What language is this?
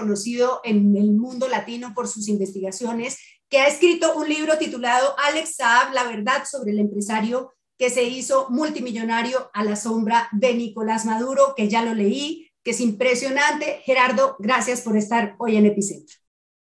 Spanish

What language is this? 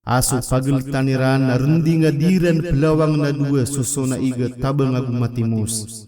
Maranao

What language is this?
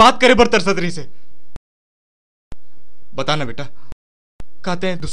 Chhattisgarhi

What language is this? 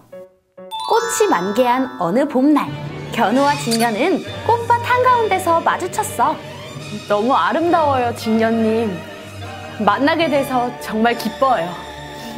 Korean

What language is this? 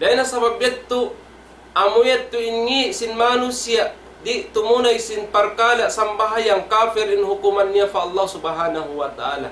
Tausug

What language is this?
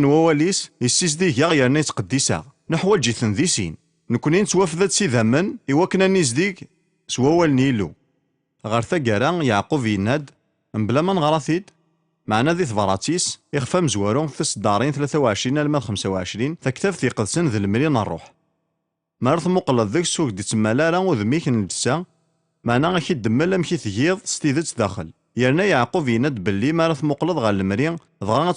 Kabyle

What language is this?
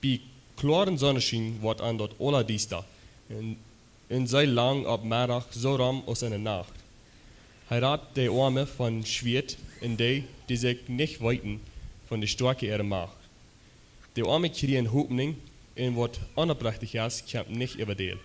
Plautdietsch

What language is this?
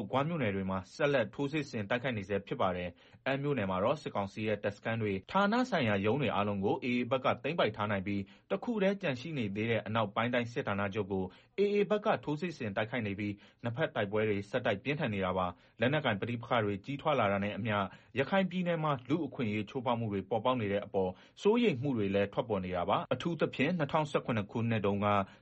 Burmese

